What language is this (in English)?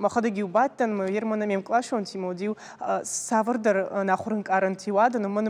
Ossetic